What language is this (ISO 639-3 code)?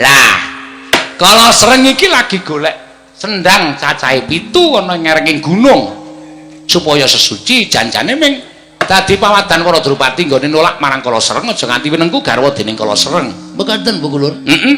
jav